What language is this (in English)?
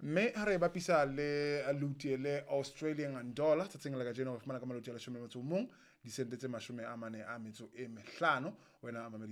Southern Sotho